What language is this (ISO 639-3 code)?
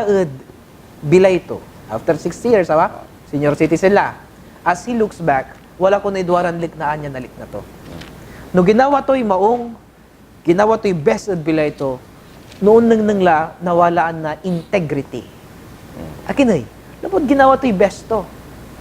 pag